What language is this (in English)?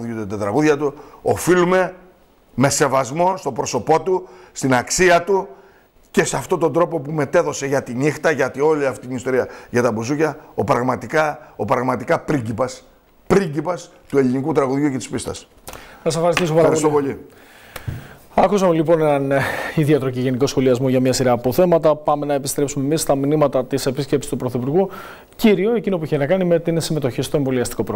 Greek